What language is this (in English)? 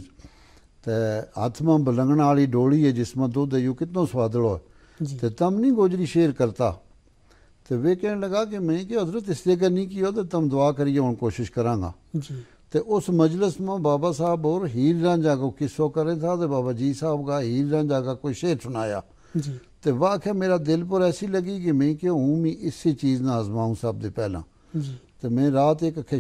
Gujari